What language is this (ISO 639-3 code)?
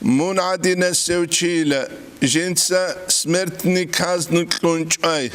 ava